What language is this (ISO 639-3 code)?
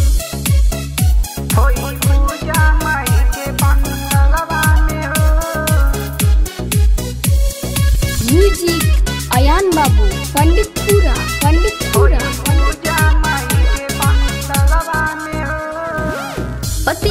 bho